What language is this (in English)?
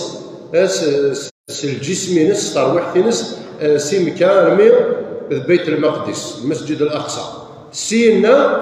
Kabyle